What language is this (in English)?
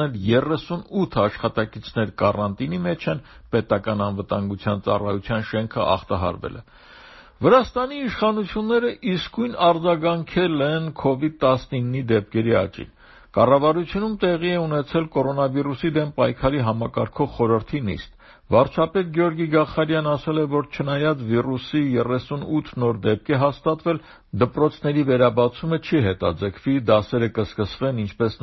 Armenian